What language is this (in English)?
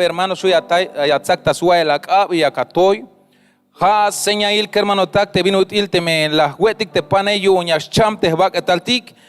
Tzeltal